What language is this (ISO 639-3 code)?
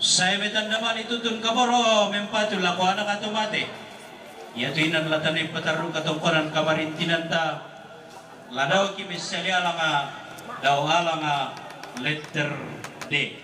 sda